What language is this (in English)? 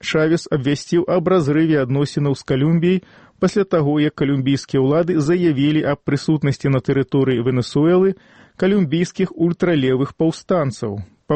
Belarusian